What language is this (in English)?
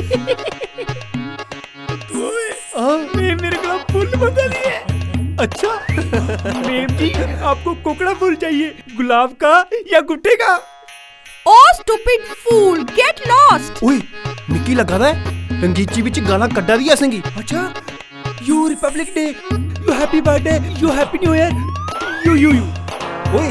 Dogri